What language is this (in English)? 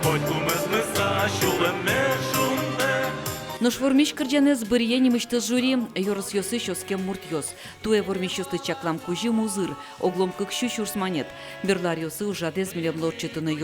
Udmurt